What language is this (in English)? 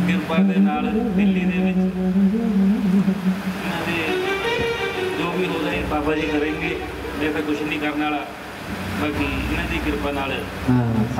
Punjabi